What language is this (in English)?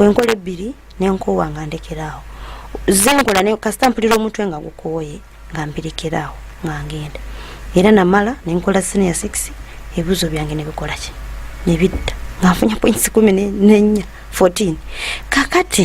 Ganda